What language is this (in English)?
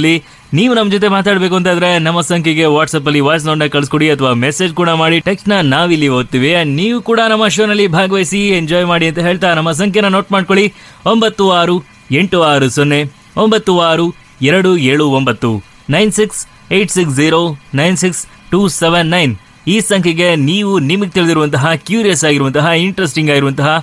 Kannada